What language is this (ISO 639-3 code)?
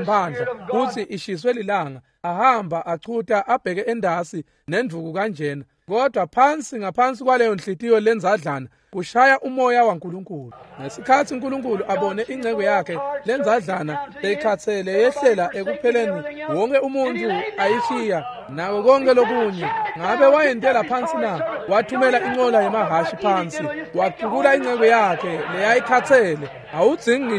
ssw